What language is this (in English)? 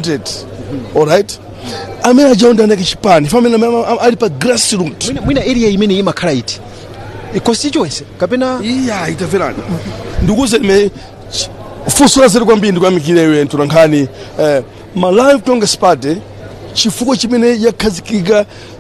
Nyanja